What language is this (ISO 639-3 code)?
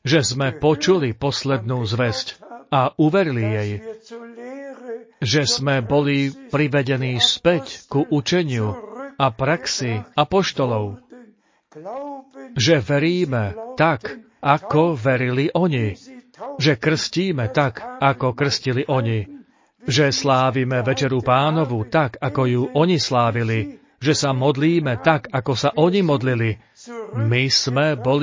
slk